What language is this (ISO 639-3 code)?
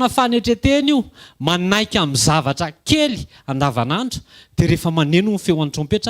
mlg